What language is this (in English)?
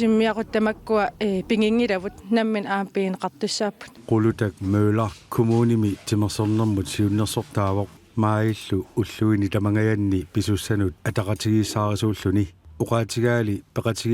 Kalaallisut